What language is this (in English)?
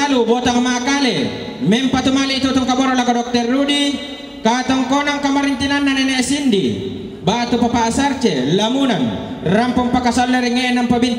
Toraja-Sa'dan